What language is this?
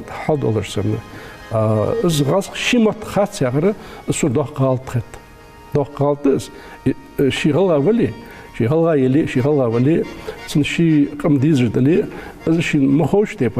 Ingush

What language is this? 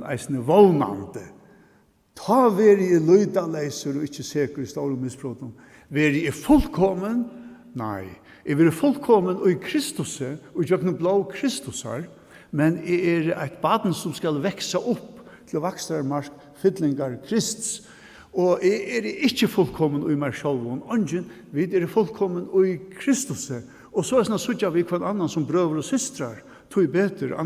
Faroese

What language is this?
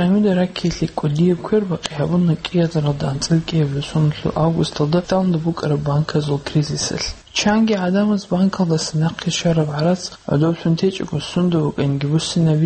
Avaric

